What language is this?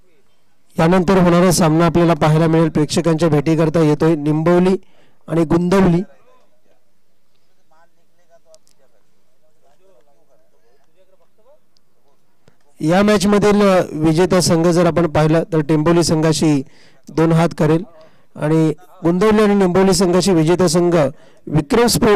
Marathi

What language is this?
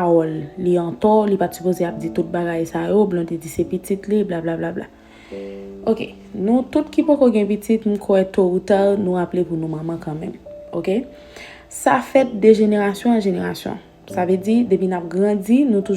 Haitian Creole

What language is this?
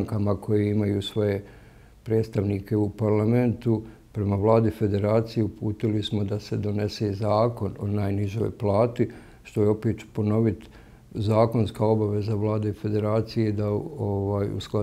Bosnian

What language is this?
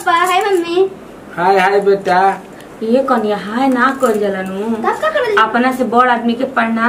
Bhojpuri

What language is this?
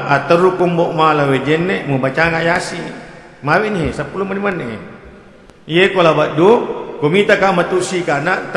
Buginese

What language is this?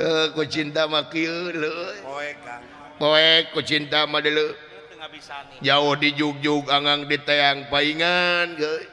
Sundanese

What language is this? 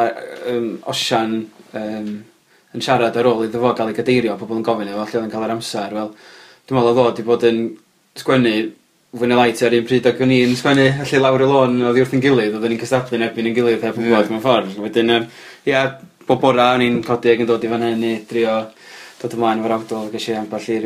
Welsh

